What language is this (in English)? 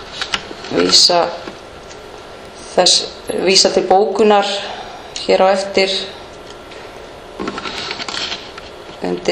Icelandic